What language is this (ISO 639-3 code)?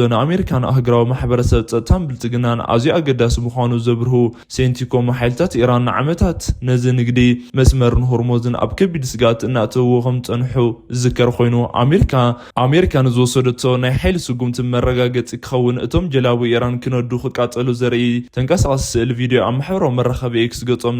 tir